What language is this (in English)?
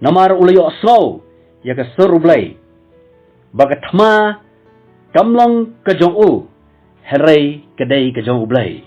Khasi